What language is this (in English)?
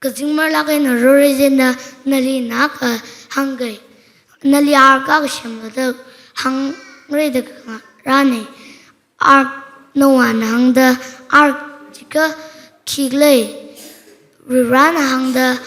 Tangkhul Naga (India)